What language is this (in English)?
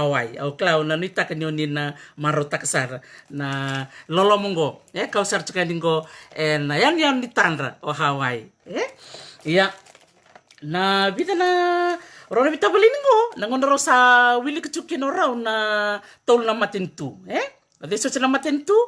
Fijian